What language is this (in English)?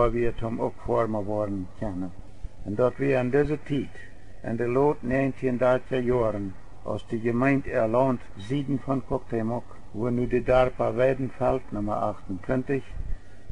Plautdietsch